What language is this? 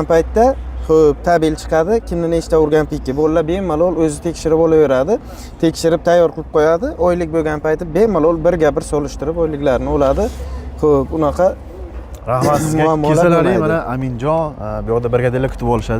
Uzbek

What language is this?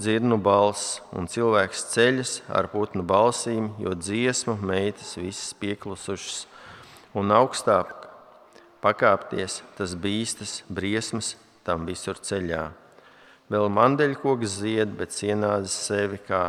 Latvian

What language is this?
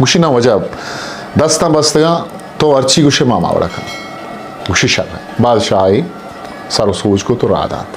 Eastern Balochi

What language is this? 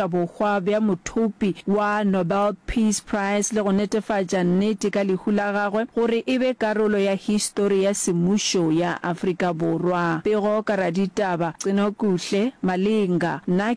Northern Sotho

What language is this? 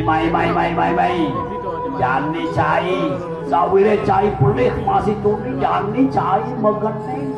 Balinese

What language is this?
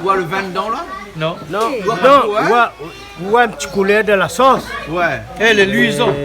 Réunion Creole French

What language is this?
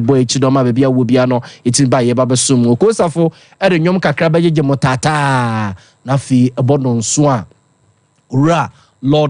Akan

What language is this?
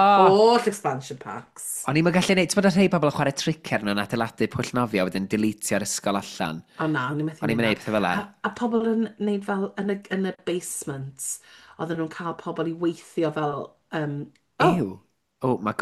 Welsh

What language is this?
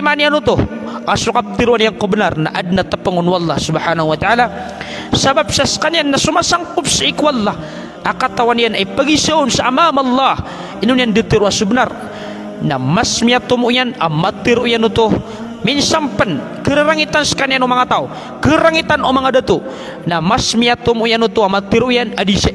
Maranao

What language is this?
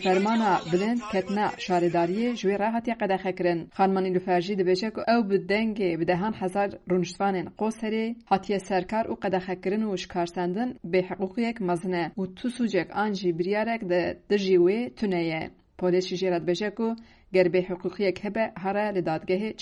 Kurdish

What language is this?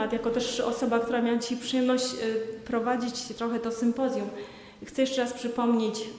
Polish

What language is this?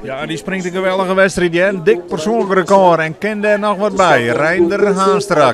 Western Frisian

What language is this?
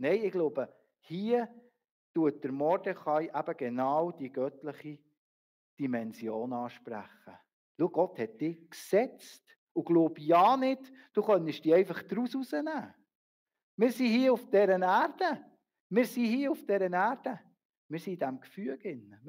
Swiss German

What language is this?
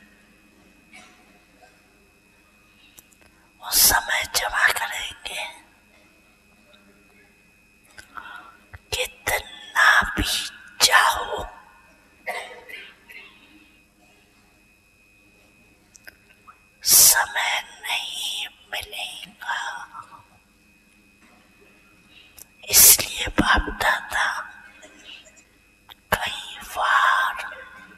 Hindi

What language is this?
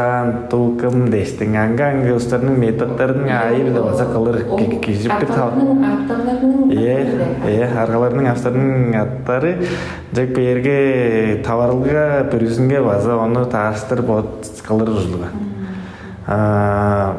Tuvinian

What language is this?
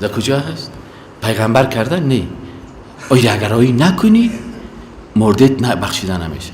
Persian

